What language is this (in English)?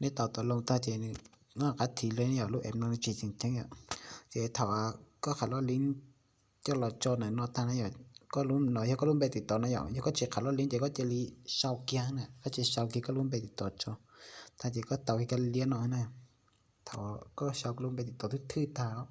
Hmong